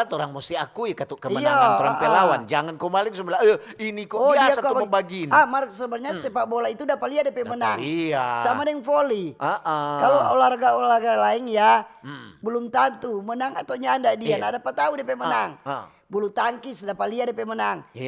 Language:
Manado Malay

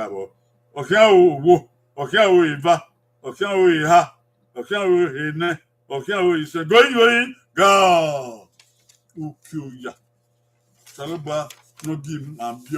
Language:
Bini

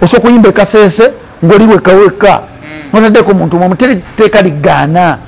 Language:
Ganda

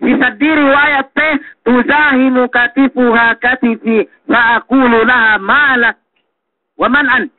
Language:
Yakan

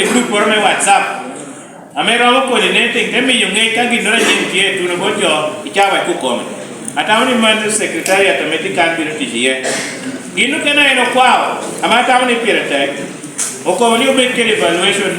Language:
Lango (Uganda)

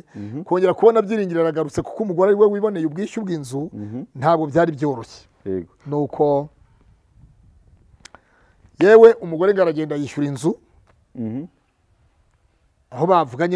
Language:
Kinyarwanda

